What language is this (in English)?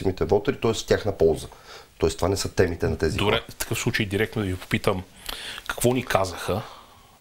Bulgarian